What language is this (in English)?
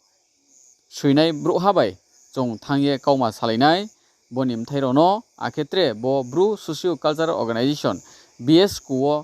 Riang (India)